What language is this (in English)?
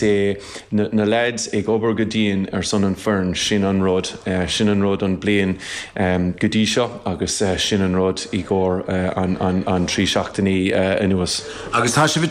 Irish